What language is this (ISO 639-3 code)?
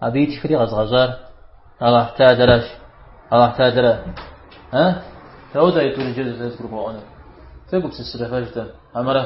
kbd